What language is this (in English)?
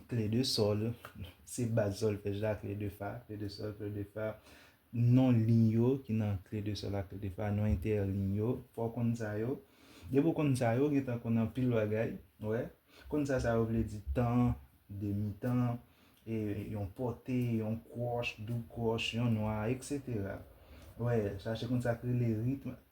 Haitian Creole